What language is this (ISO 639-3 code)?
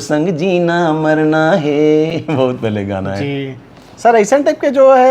hne